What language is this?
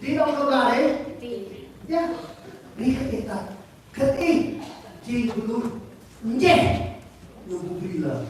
Central Mnong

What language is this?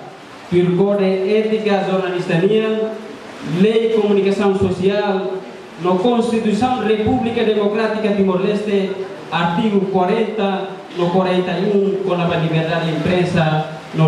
Tetum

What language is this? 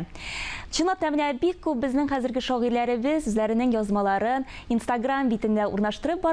Tatar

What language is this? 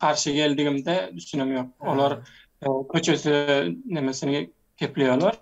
Turkmen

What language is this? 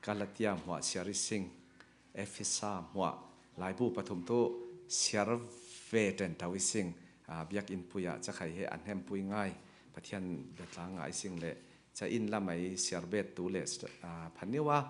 Falam Chin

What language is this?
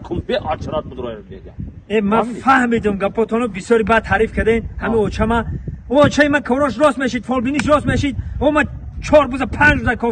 Tajik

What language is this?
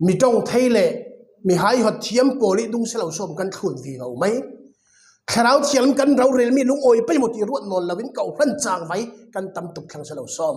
Falam Chin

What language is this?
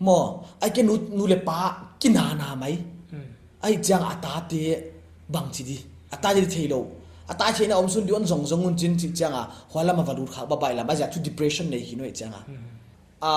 Paite Chin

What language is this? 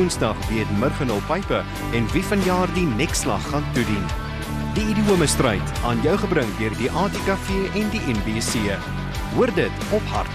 Afrikaans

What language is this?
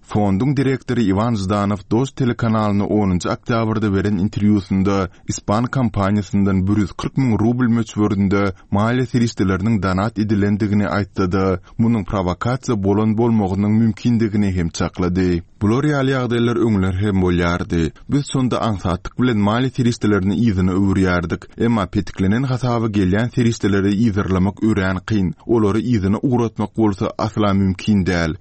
Turkmen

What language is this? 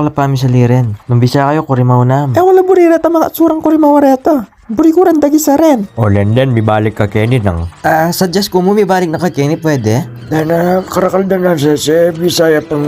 Pampanga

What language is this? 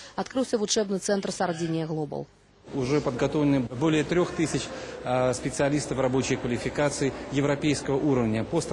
Belarusian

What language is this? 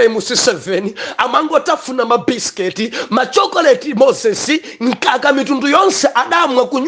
Nyanja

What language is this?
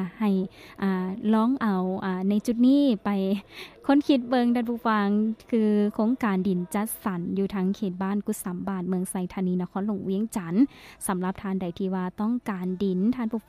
Lao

